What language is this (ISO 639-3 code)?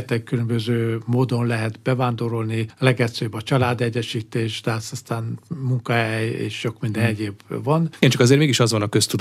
hun